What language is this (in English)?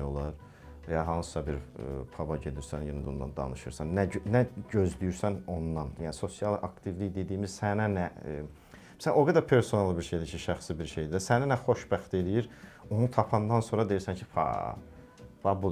Azerbaijani